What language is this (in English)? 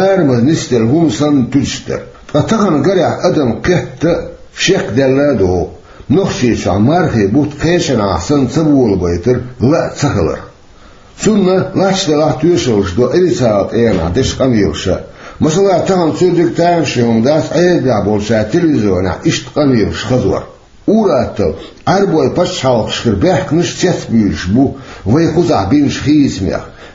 Chechen